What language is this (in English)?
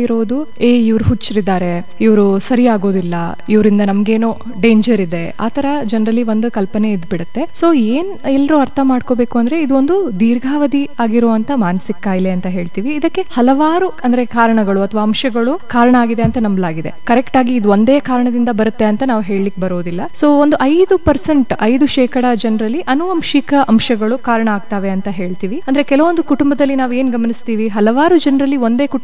Kannada